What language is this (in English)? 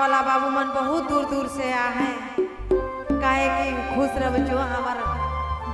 Sadri